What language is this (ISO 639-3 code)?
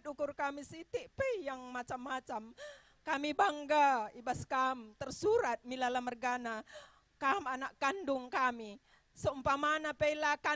btx